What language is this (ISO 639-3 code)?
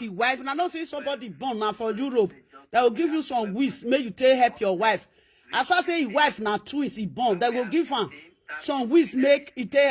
pcm